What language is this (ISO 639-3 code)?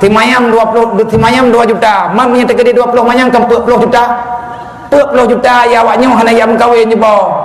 ace